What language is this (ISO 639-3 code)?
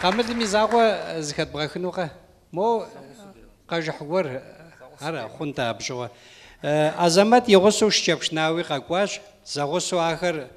kbd